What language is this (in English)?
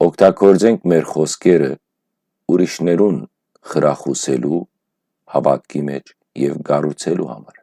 Western Armenian